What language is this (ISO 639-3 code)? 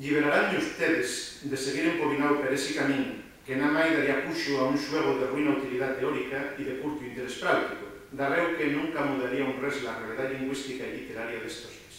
ast